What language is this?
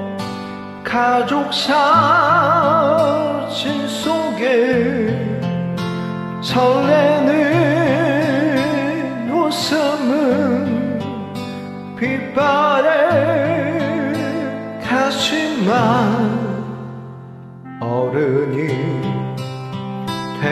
Korean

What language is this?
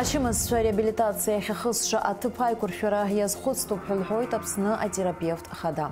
Abkhazian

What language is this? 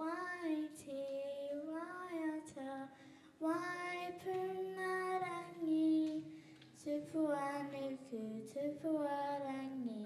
Māori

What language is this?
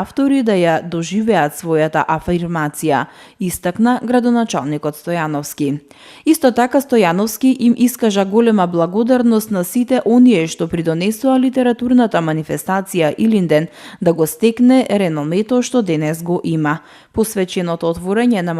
Macedonian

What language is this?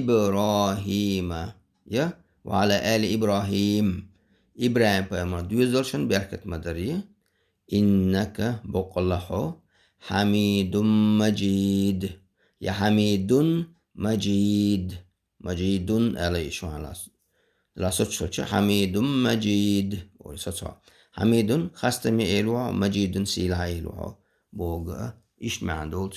Chechen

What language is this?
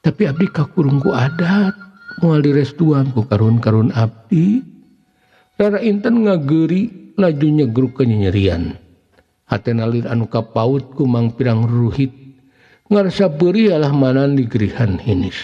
Sundanese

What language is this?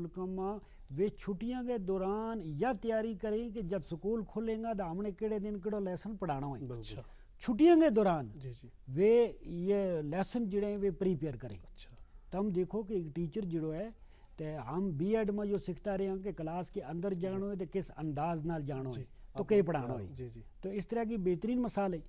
Gujari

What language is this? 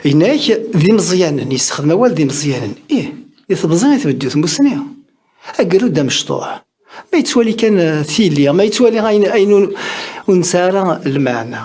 Kabyle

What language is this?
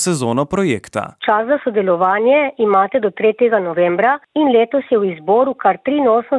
Slovenian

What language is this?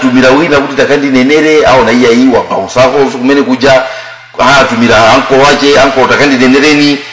Nyanja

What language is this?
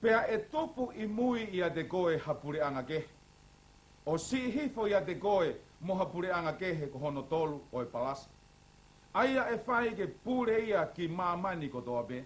Tongan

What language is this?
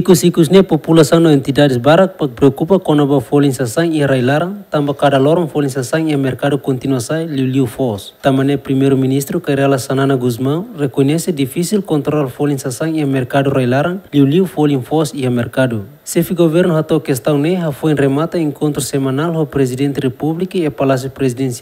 Tetum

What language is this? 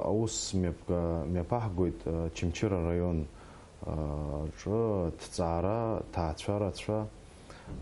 Abkhazian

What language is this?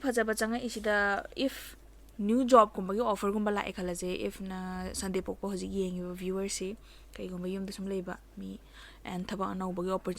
Manipuri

